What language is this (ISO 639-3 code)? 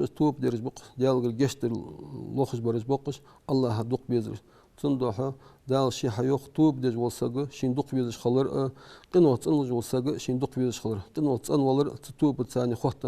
inh